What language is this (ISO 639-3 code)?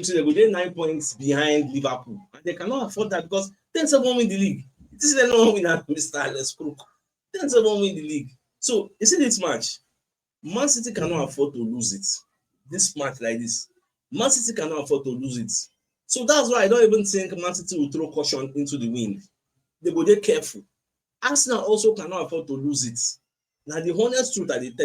pcm